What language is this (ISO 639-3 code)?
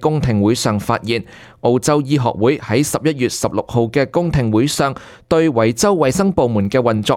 yue